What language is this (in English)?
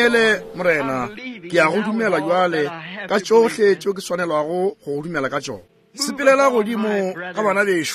Northern Sotho